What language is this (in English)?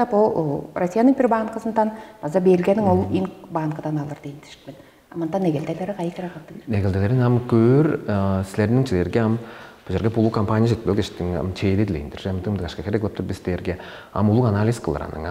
Tuvinian